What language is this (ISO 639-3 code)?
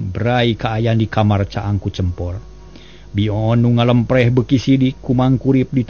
sun